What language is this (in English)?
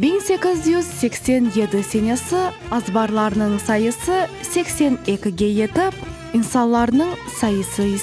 Crimean Tatar